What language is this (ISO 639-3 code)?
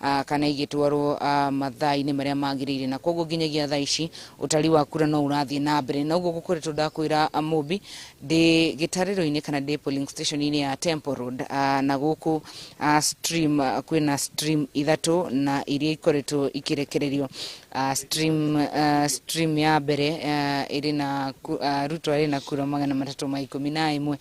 kik